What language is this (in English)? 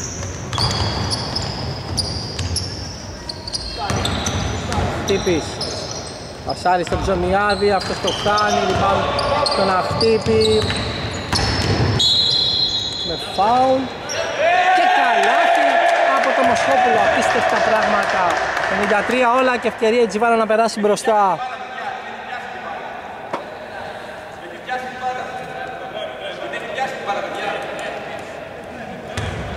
Greek